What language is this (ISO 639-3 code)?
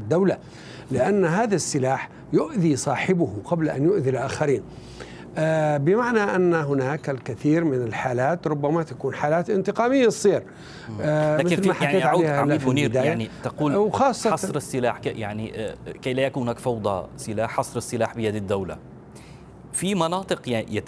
ara